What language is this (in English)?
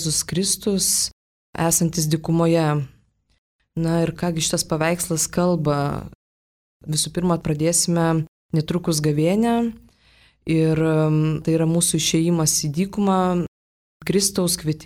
Lithuanian